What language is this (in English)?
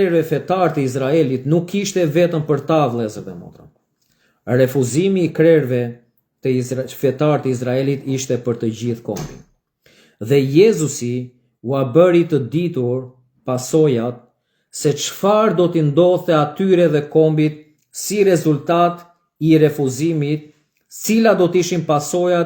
Albanian